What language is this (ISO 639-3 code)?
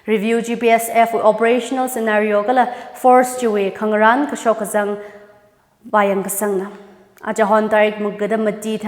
nmf